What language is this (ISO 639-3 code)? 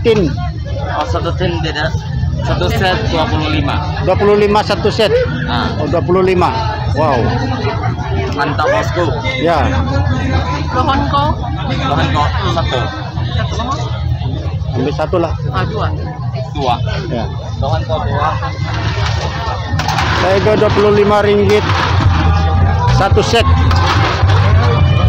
msa